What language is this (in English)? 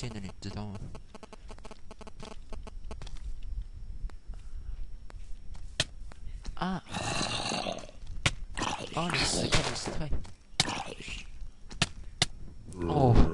Chinese